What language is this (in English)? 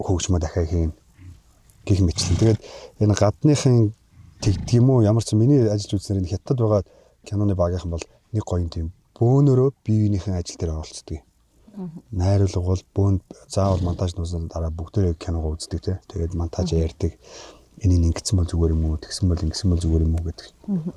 Mongolian